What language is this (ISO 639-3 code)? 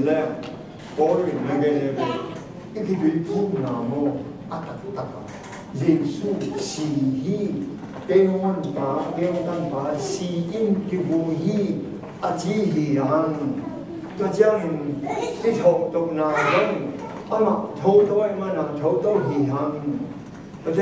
ctd